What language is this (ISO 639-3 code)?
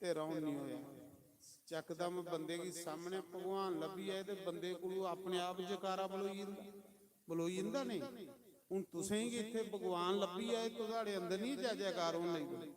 doi